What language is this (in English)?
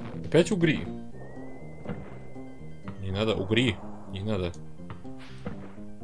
Russian